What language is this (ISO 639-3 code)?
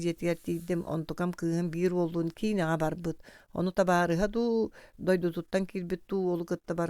sah